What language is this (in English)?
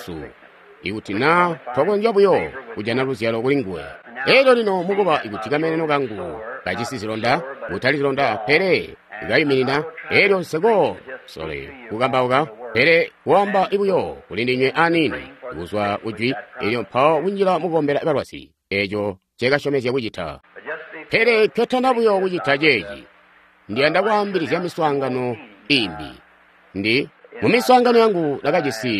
Tonga (Zambia)